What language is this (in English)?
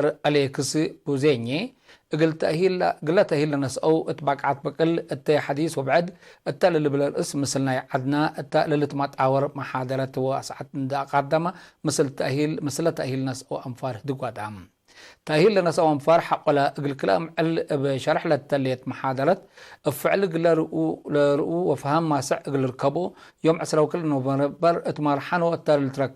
Tigre